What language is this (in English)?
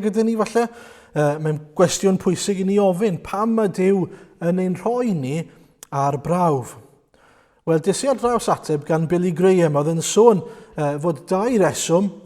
Welsh